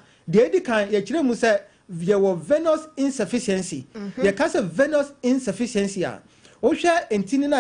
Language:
Akan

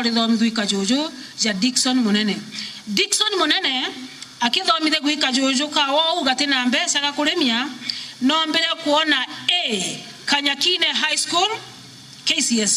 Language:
Meru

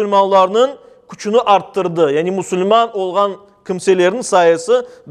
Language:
Crimean Tatar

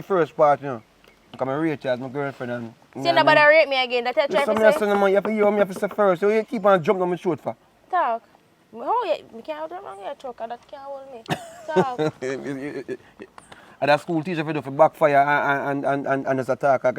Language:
Jamaican Creole English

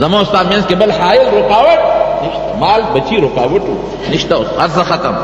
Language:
Pashto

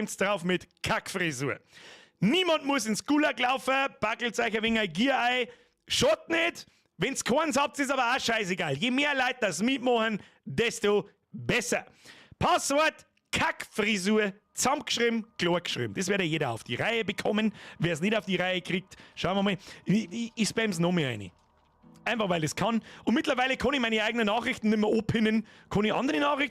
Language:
Bavarian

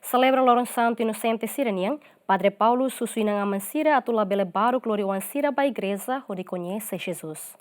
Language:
Tetum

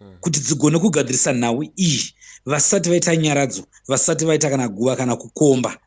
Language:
Shona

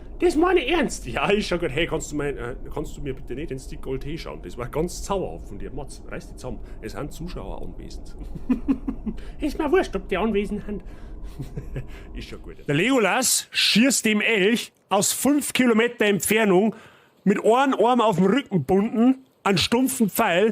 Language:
Bavarian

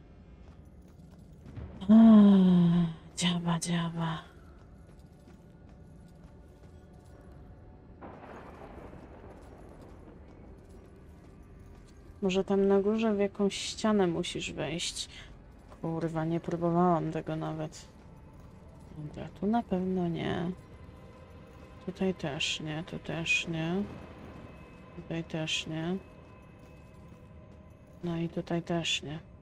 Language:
Polish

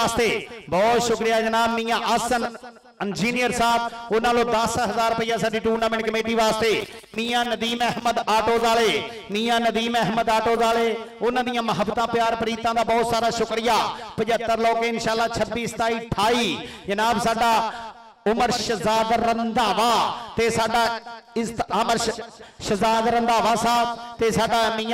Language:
Punjabi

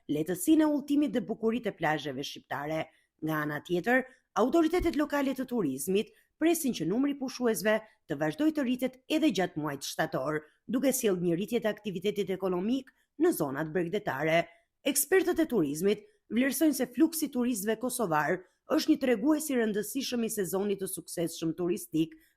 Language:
Albanian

